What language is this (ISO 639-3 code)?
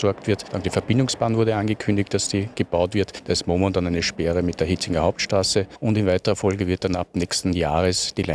deu